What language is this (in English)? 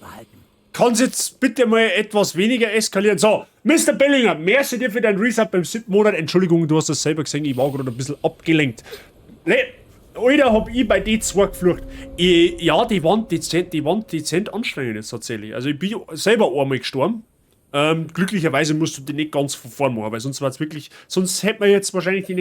Bavarian